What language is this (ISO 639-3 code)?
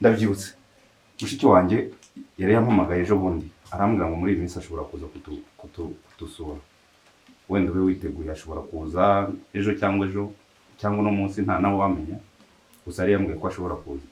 kin